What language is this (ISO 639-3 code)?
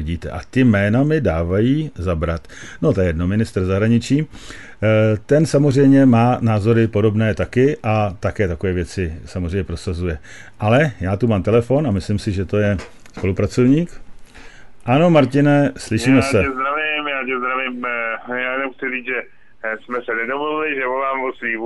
ces